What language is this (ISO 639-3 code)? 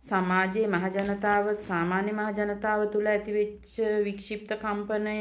sin